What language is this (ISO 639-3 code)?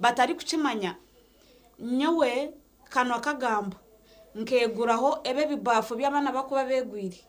nyn